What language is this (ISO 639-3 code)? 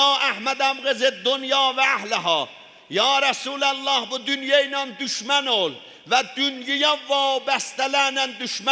azb